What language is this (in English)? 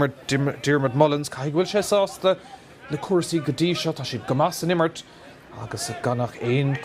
Irish